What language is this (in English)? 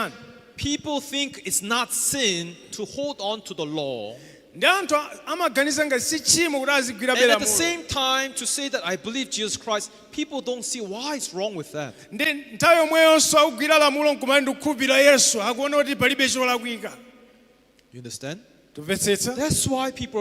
Nyanja